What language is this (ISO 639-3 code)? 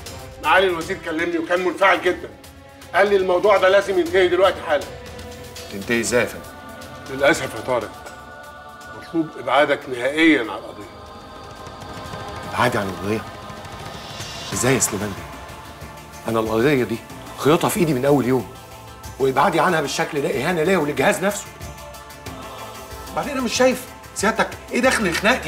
arz